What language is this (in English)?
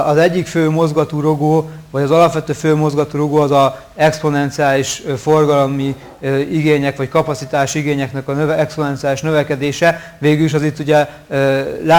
Hungarian